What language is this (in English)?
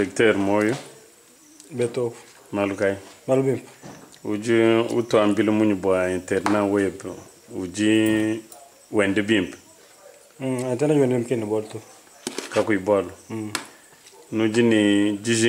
Luba-Lulua